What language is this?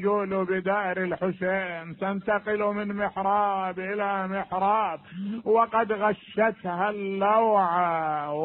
Mesopotamian Arabic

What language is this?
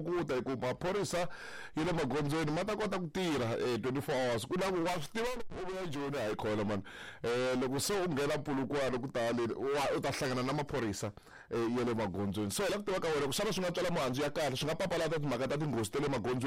Tsonga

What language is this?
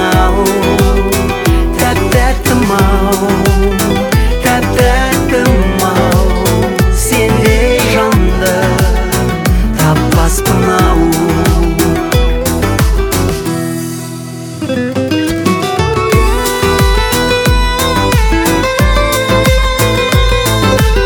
Kazakh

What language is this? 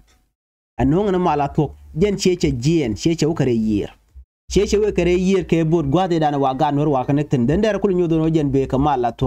Nuer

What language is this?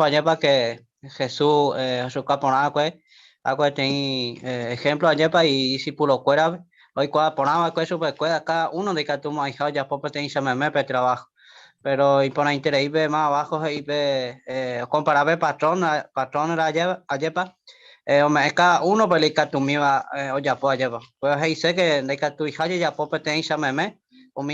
Guarani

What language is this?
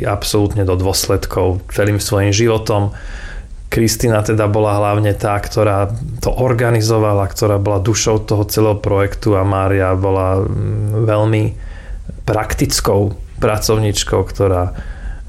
Slovak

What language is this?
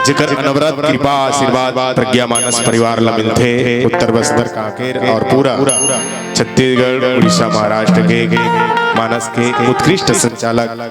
Chhattisgarhi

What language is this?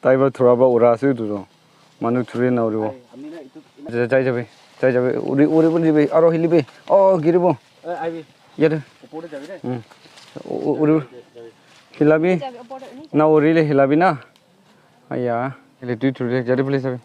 Naga Pidgin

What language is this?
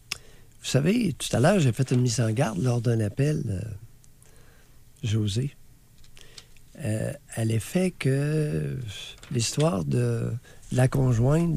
French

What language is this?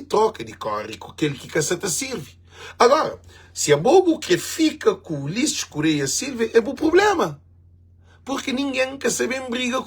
Kabuverdianu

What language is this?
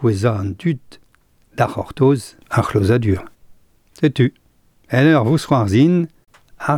Breton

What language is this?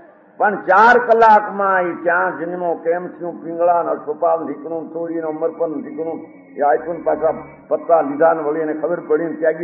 Gujarati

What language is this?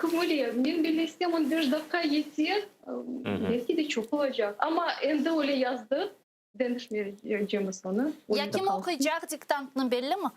Crimean Tatar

